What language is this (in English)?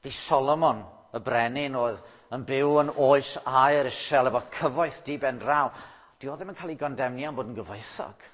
Welsh